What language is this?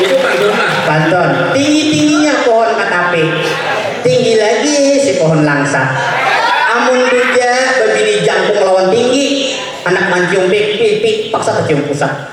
Banjar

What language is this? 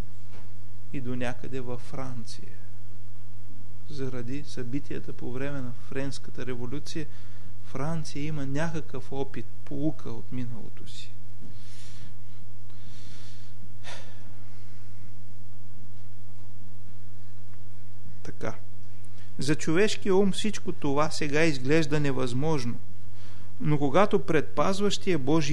Bulgarian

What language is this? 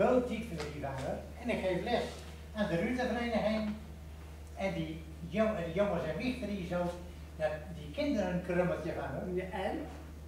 Gronings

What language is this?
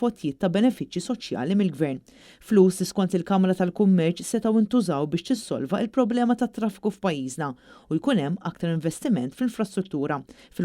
Maltese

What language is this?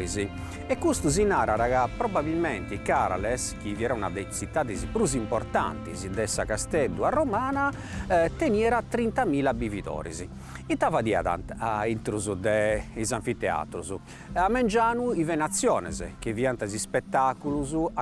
Sardinian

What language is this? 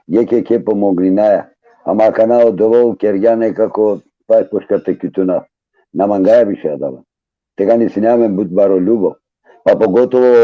Balkan Romani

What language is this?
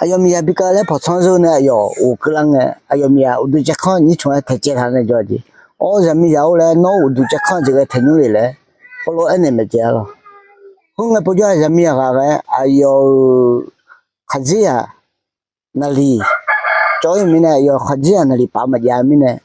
Akha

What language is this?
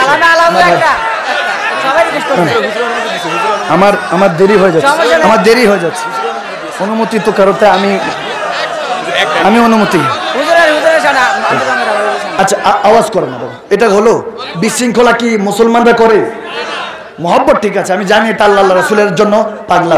Bangla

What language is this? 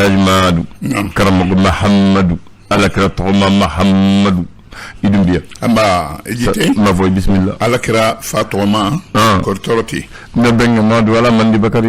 Bambara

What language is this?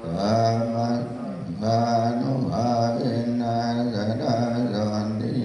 Pali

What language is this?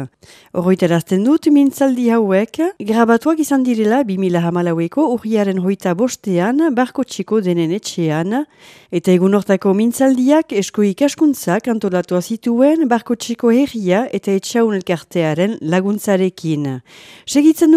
Basque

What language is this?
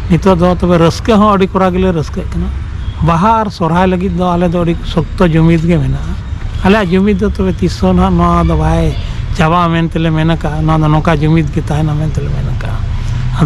Santali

